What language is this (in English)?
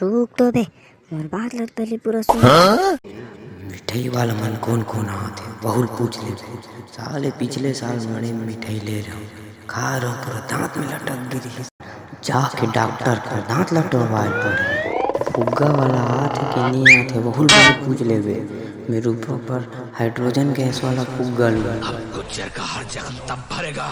Chhattisgarhi